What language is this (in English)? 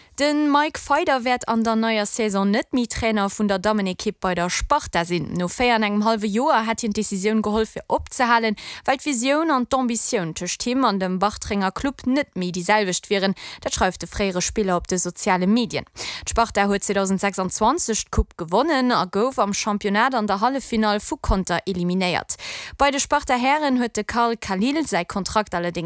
Luxembourgish